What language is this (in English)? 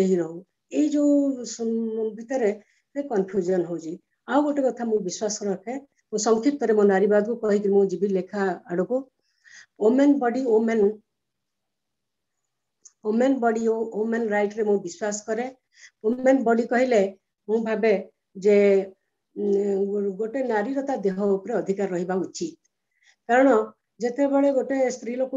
Odia